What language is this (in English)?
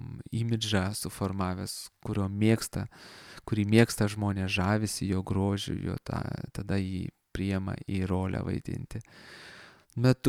Lithuanian